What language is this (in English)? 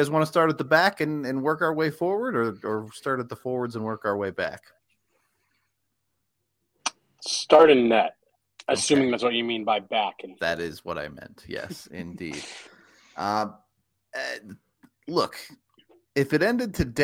English